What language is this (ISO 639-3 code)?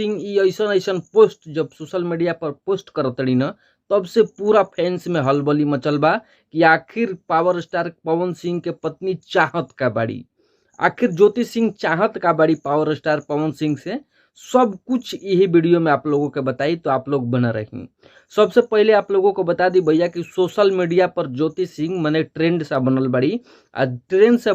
bho